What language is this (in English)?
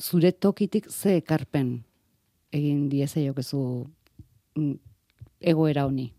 Basque